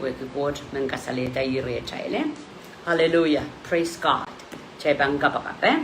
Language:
Pohnpeian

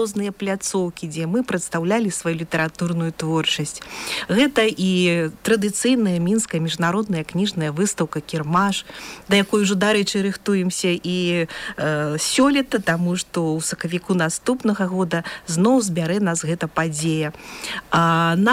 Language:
Belarusian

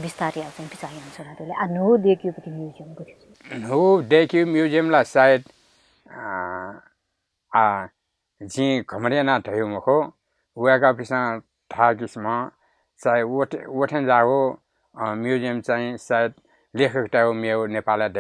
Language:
Newari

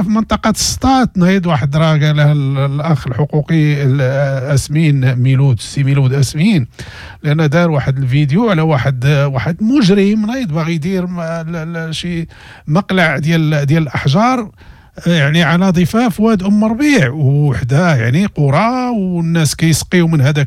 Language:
Moroccan Arabic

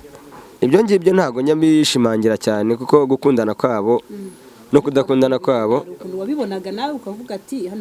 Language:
Kinyarwanda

